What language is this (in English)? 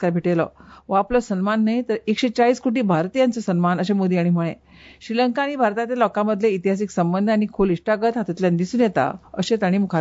Konkani